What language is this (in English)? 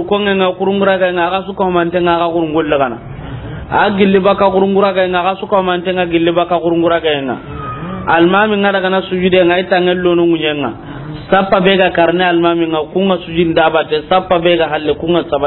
Soninke